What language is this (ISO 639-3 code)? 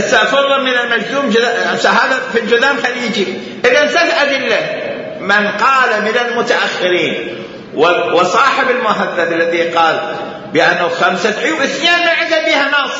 acm